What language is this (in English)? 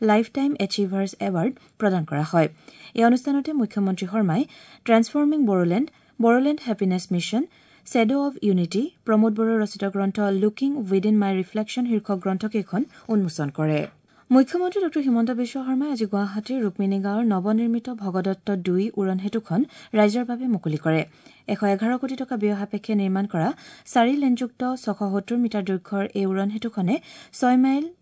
Assamese